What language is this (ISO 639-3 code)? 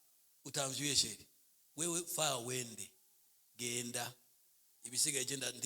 run